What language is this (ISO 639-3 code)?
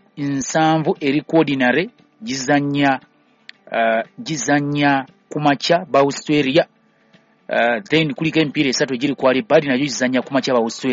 lug